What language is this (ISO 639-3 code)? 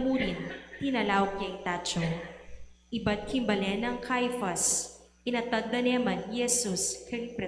pam